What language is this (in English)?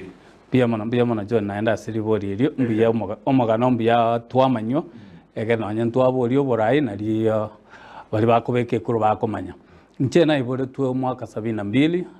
Gusii